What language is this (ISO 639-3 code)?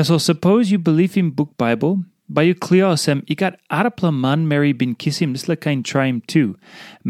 tpi